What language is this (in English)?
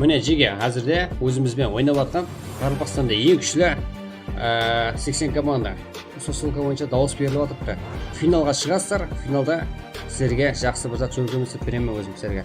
Kara-Kalpak